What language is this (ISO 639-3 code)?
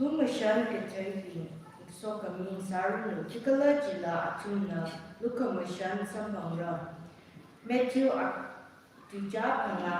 nmf